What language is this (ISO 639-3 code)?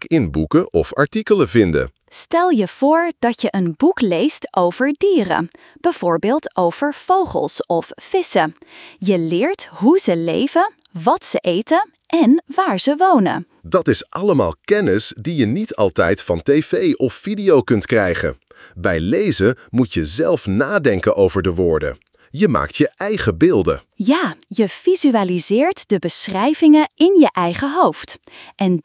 nld